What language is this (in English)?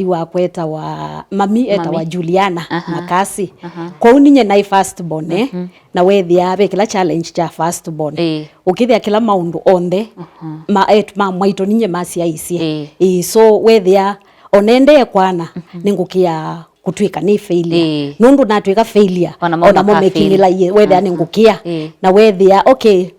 Kamba